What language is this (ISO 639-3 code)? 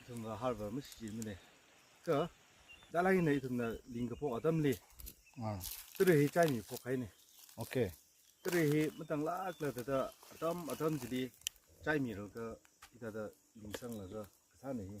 nmf